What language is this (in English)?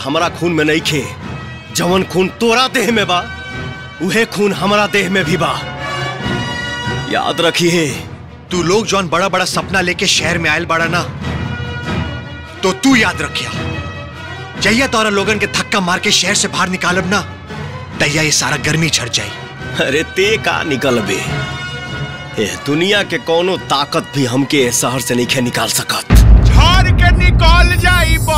Bhojpuri